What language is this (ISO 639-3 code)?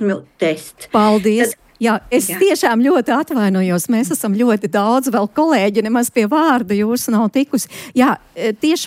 lav